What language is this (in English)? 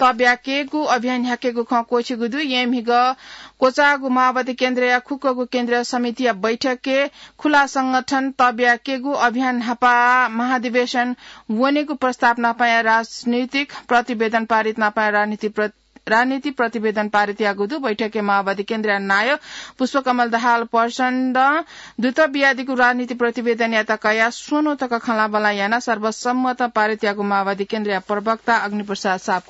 Newari